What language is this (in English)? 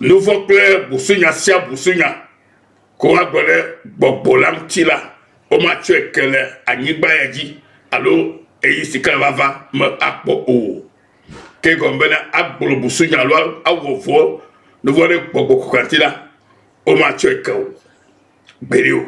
Ewe